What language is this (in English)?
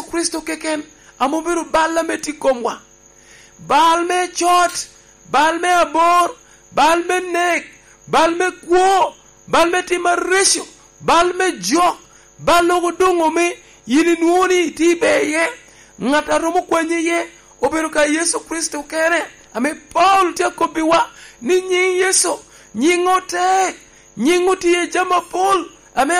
Lango (Uganda)